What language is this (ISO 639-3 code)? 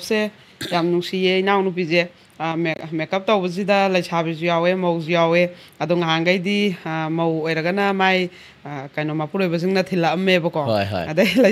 mni